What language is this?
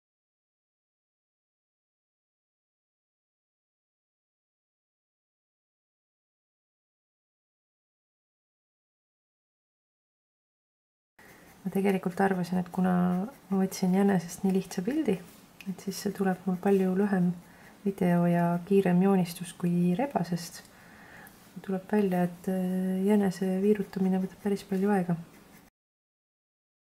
Estonian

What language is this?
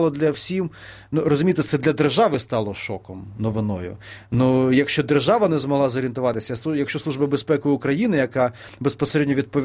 Ukrainian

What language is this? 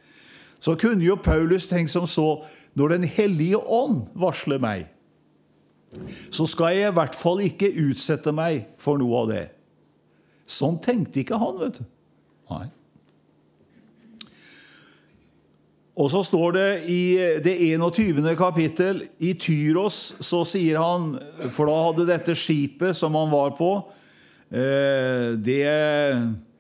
Norwegian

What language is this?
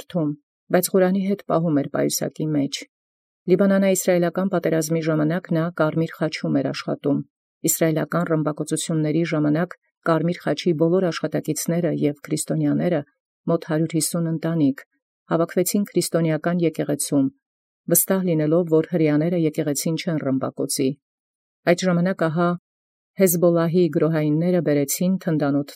Armenian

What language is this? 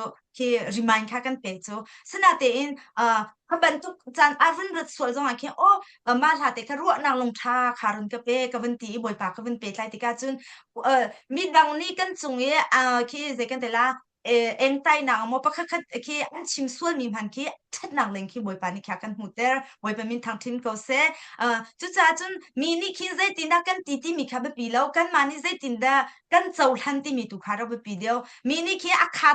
Hakha Chin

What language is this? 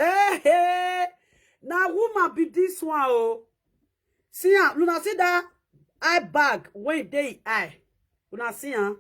Nigerian Pidgin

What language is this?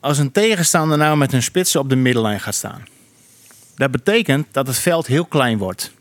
Western Frisian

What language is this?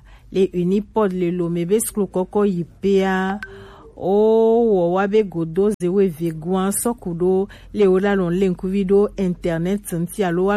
Gen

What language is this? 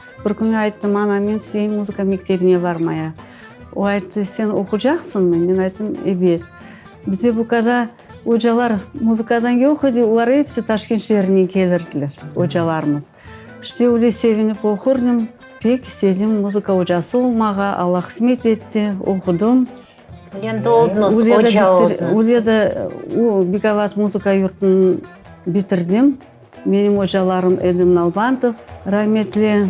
Crimean Tatar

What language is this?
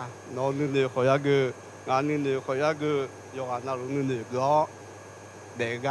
Akha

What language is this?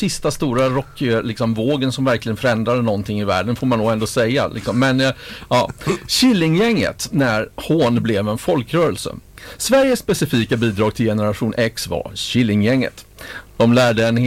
Swedish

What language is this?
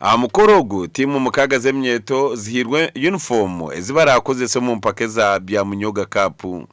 Nyankole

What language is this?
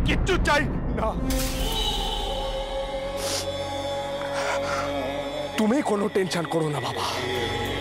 Bangla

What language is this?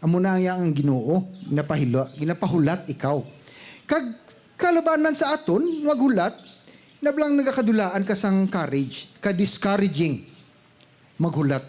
Hiligaynon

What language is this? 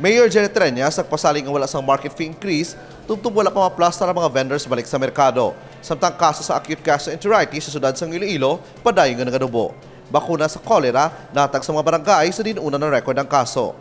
Hiligaynon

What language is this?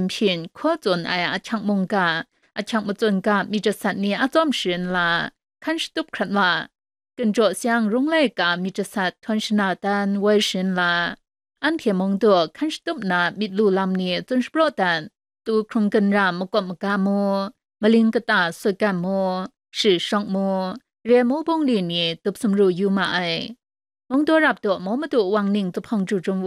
Kachin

